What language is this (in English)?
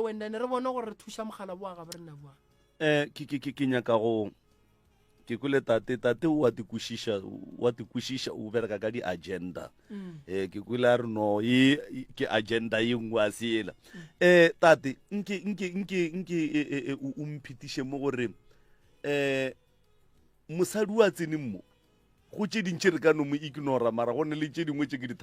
Northern Sotho